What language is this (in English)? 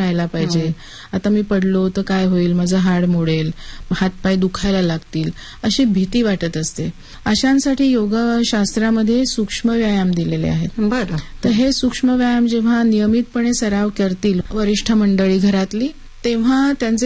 Marathi